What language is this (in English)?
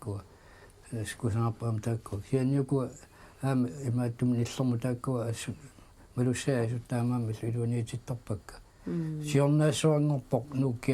Kalaallisut